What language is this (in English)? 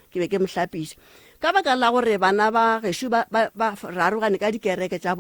Northern Sotho